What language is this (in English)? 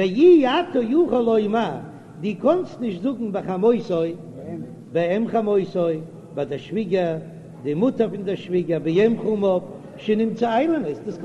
Yiddish